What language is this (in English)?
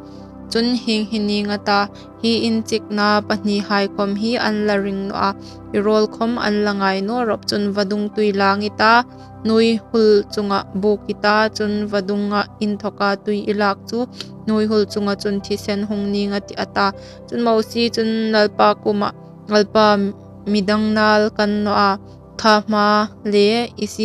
Hmar